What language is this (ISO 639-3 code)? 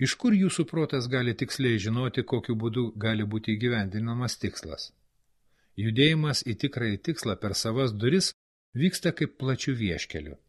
lit